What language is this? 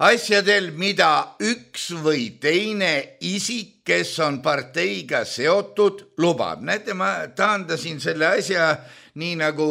Estonian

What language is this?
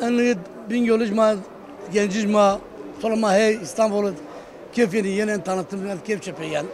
Zaza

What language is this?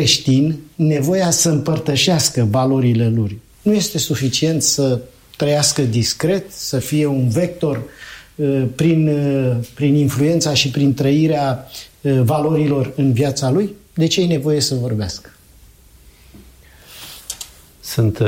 Romanian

